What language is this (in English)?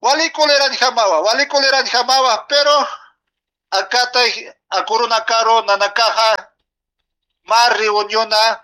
Aymara